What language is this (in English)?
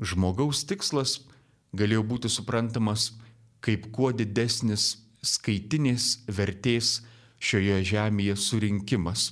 Lithuanian